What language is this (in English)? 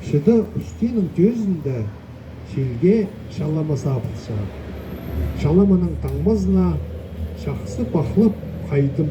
Khakas